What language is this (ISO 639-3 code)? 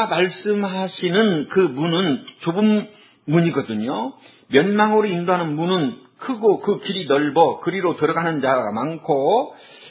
kor